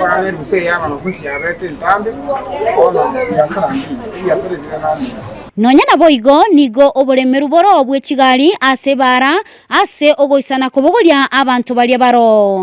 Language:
Gusii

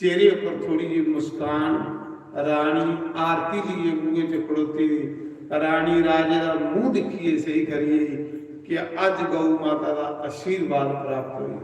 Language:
Dogri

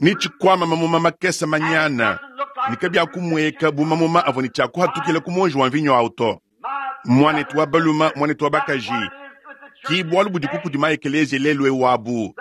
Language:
Luba-Lulua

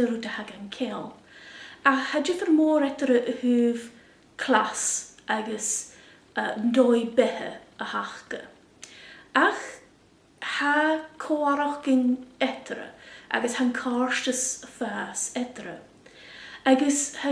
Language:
Scottish Gaelic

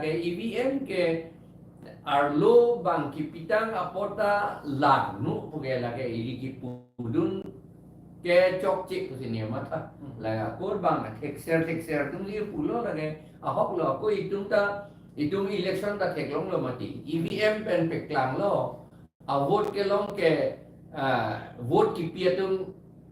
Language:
Karbi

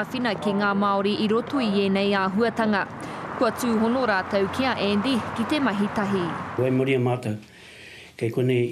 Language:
Māori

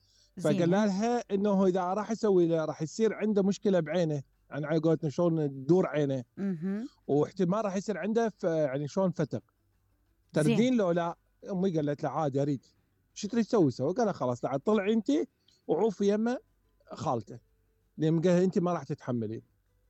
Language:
Mesopotamian Arabic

